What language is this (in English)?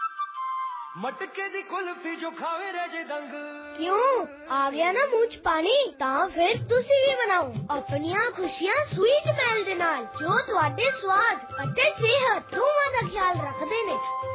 Punjabi